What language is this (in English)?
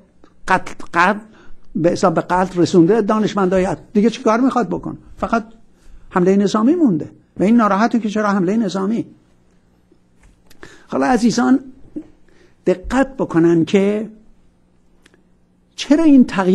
Persian